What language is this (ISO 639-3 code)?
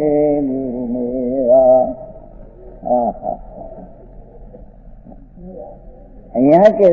hin